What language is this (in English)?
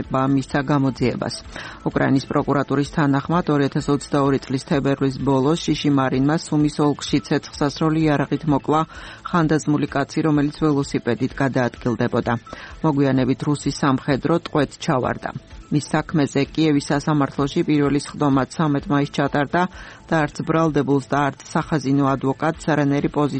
Georgian